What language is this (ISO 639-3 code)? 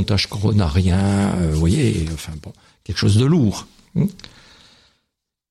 fra